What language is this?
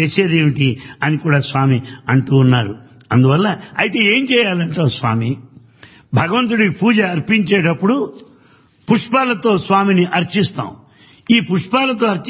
Telugu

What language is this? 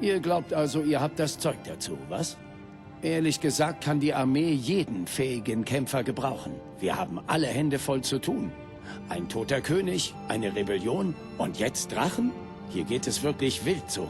Bavarian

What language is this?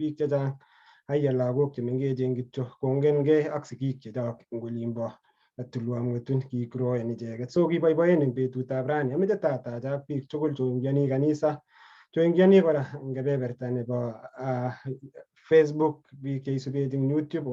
Kalenjin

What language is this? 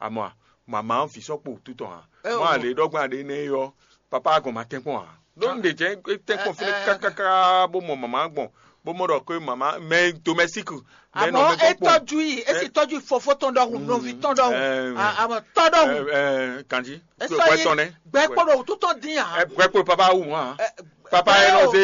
Fon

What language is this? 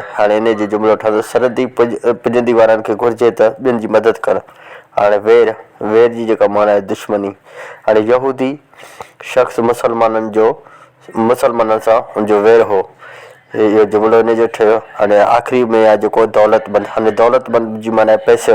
Sindhi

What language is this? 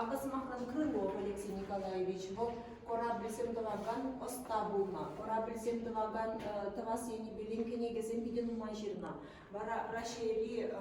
Chuvash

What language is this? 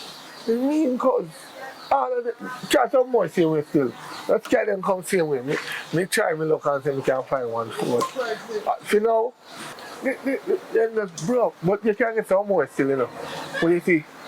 Jamaican Creole English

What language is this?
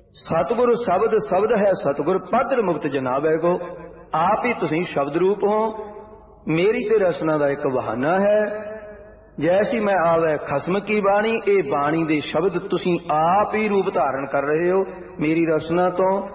Punjabi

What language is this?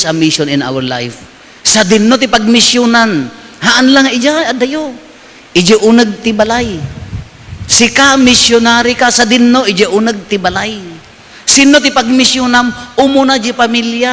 Iloko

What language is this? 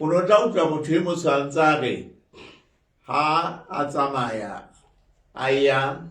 Southern Sotho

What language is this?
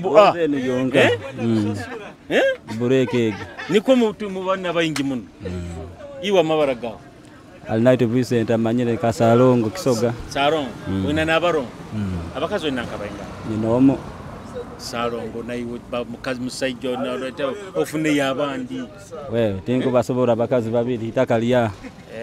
Tooro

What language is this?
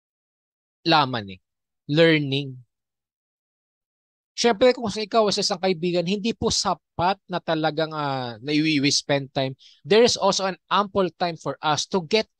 Filipino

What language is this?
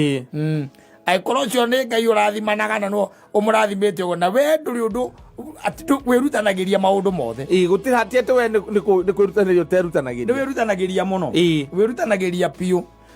Kikuyu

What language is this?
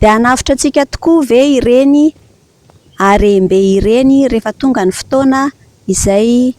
Malagasy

